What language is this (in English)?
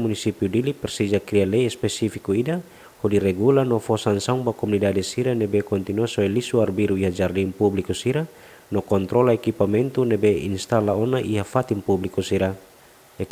Tetum